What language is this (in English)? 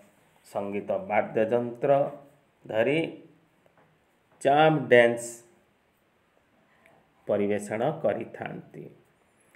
Odia